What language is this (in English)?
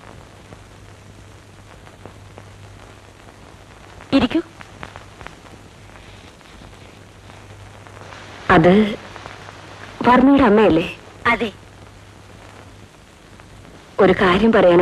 Malayalam